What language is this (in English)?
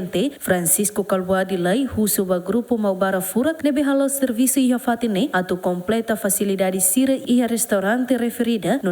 Tetum